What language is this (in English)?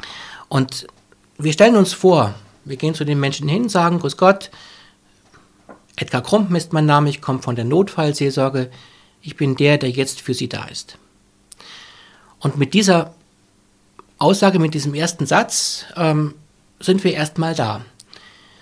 German